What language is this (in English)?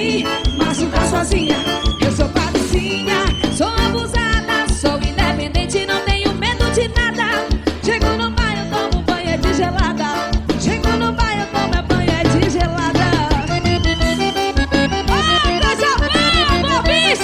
Portuguese